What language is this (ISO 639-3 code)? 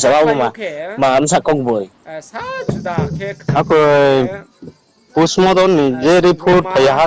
ria